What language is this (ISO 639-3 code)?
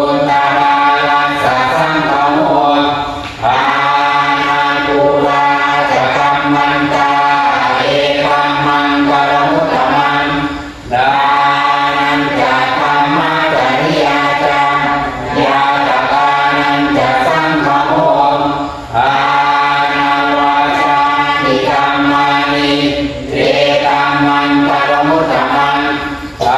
pli